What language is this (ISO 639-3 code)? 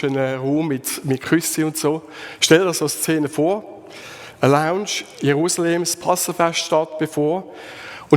gsw